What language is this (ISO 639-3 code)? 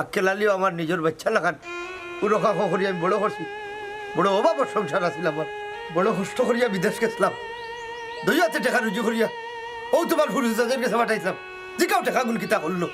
syl